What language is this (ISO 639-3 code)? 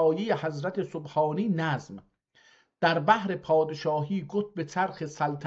azb